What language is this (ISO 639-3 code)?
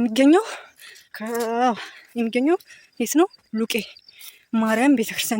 amh